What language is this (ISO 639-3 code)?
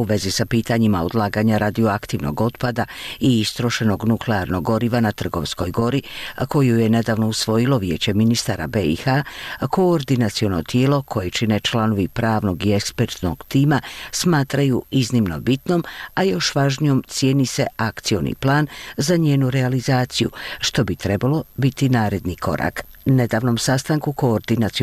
bos